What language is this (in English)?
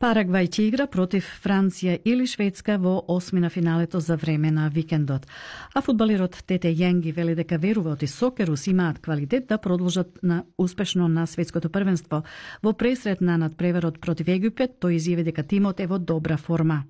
Macedonian